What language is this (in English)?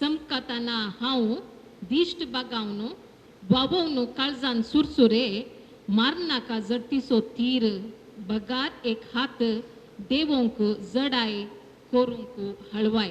Konkani